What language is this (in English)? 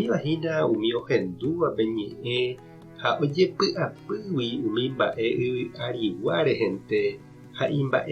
Guarani